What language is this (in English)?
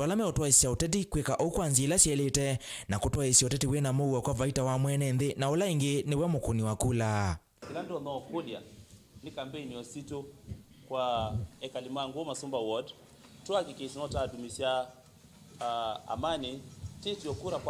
Kamba